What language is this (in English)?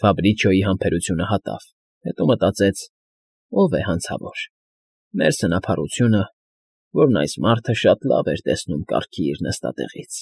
Armenian